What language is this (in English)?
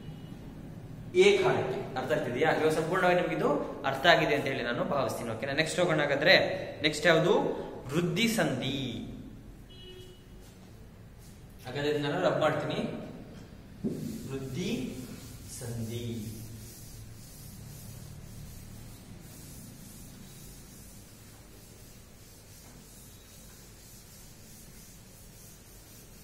Kannada